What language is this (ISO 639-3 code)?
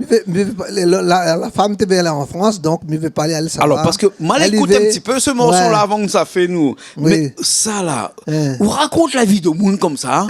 rcf